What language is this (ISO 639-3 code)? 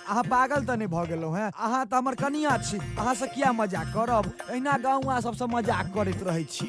mai